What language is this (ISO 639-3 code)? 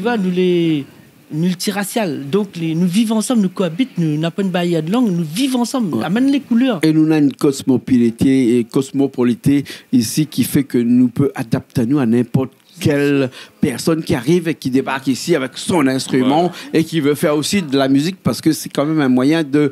rcf